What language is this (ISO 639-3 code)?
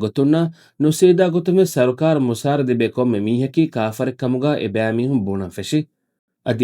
div